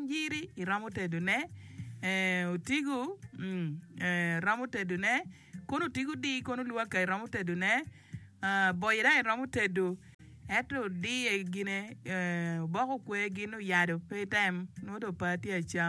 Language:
Acoli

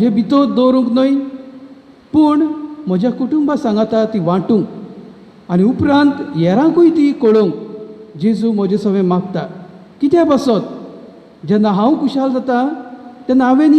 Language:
Konkani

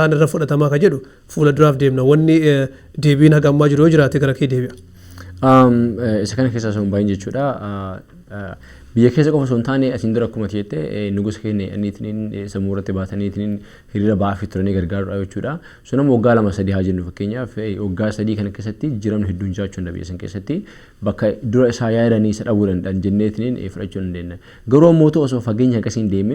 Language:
Oromo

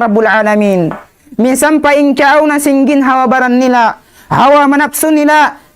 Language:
Tausug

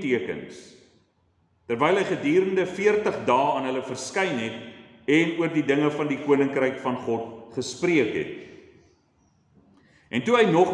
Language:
Afrikaans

